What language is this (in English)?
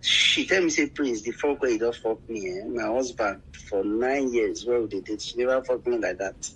Nigerian Pidgin